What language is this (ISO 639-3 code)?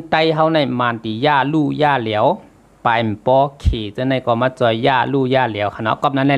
shn